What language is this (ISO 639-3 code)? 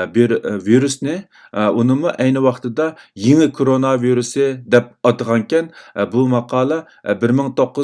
uig